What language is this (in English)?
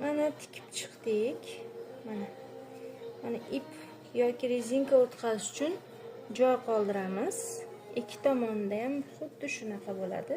Uzbek